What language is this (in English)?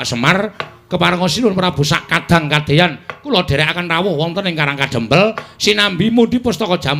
Javanese